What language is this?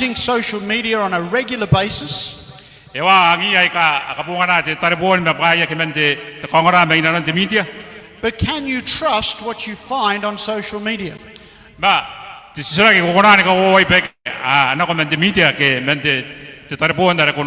Gilbertese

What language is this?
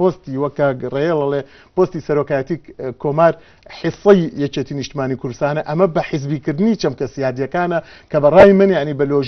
Central Kurdish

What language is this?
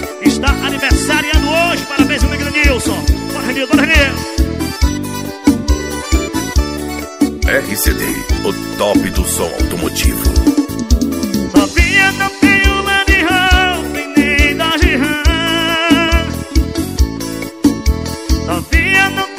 Portuguese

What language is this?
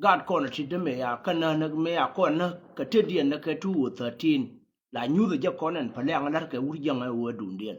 Nuer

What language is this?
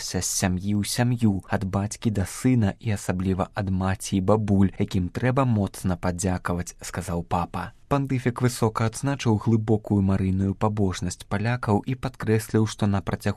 Belarusian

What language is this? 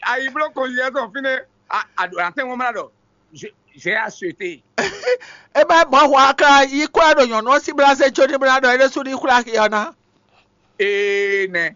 Fon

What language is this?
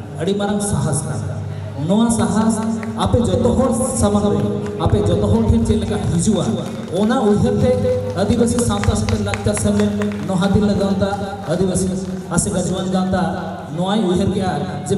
Santali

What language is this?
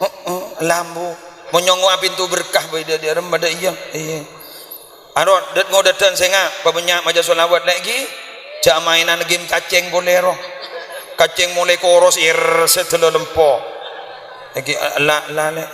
Madurese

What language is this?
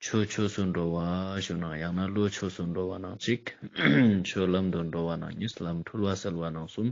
Ladakhi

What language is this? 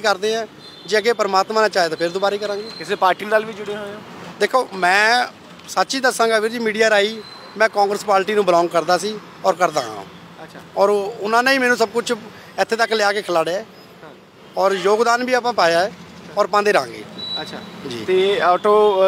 Punjabi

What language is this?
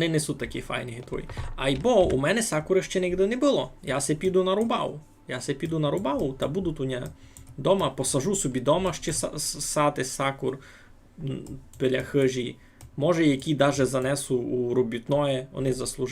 Rusyn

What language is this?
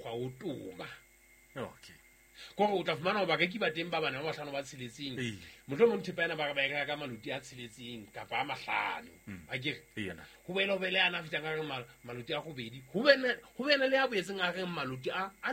Southern Sotho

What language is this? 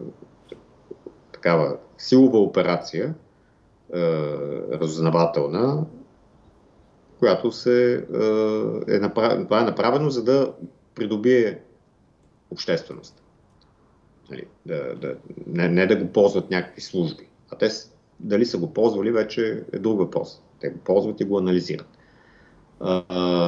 Bulgarian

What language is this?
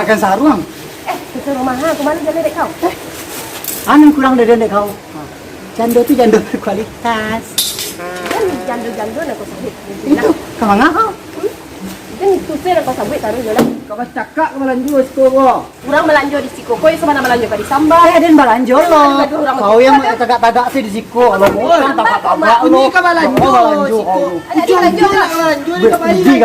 Minangkabau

